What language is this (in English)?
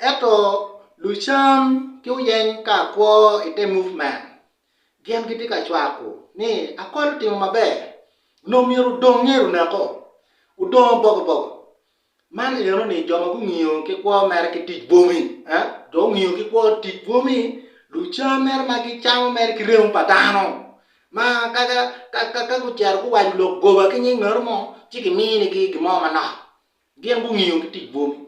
Acoli